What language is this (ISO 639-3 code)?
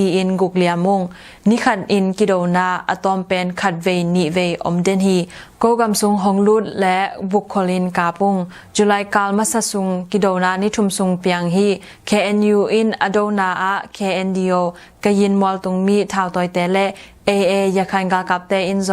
ctd